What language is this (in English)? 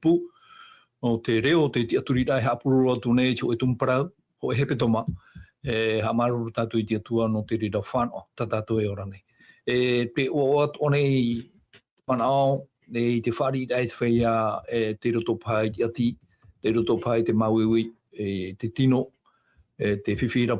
Tahitian